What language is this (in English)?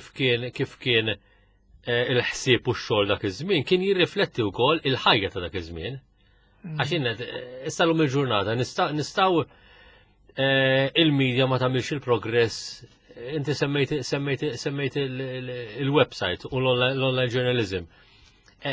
Maltese